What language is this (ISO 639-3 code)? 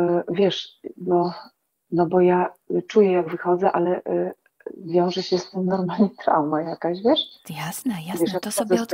pol